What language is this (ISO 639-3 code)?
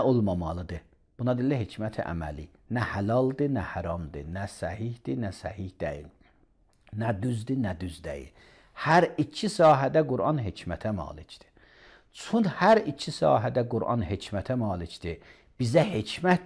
aze